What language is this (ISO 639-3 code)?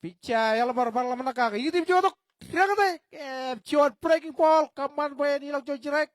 mah